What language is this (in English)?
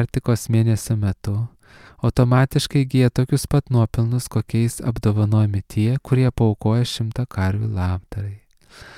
Lithuanian